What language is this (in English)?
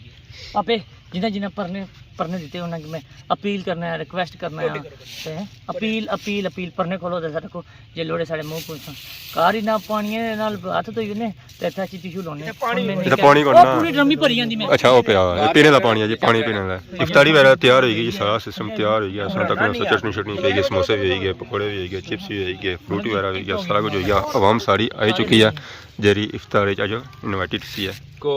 Pahari-Potwari